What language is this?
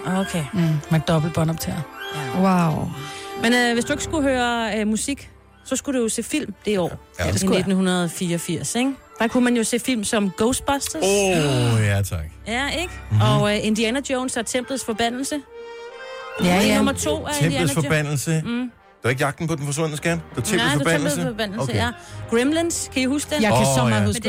Danish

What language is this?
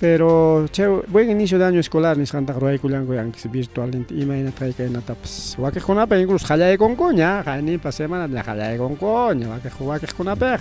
Ayacucho Quechua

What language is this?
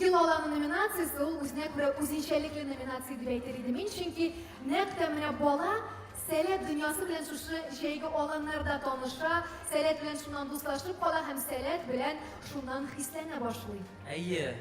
Tatar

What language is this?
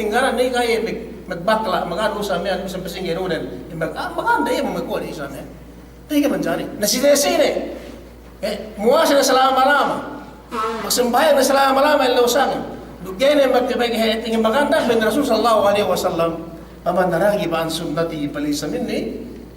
Yakan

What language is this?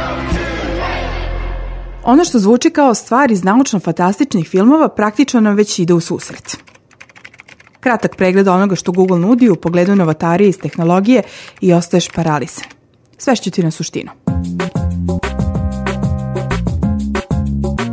Serbian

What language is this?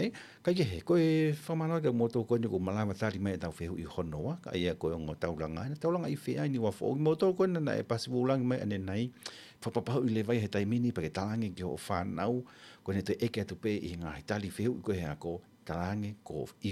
Tongan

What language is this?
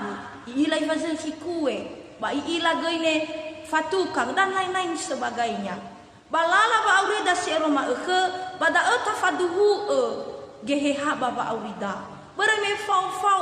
Nias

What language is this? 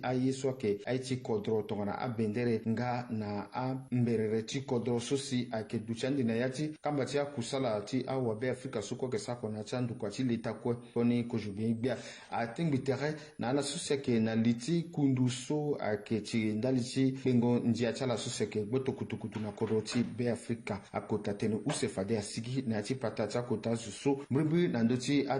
Sango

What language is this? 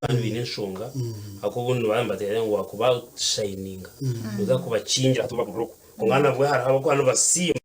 Nyankole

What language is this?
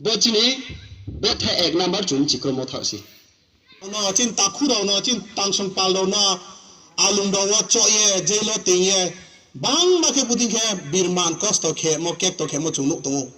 Riang (India)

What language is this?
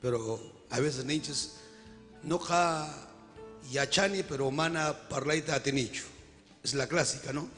Ayacucho Quechua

